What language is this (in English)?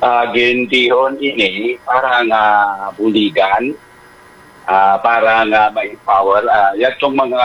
Hiligaynon